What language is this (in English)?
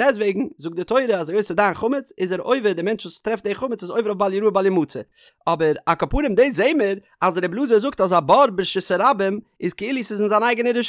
Yiddish